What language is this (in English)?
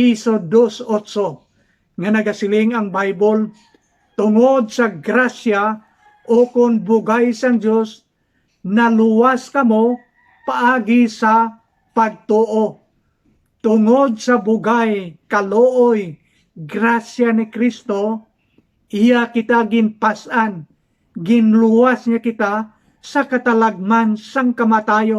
Hiligaynon